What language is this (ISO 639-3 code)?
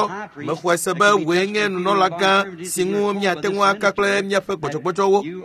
ewe